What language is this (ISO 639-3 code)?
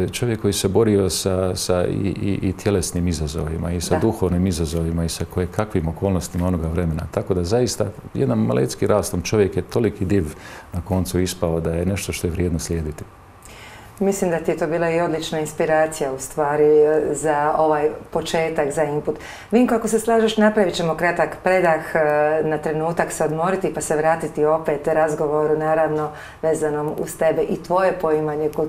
hrv